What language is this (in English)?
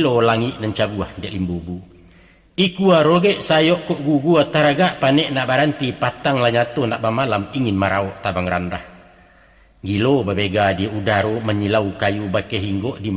Minangkabau